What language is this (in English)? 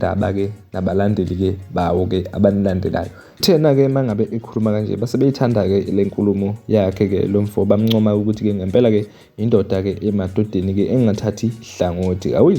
Zulu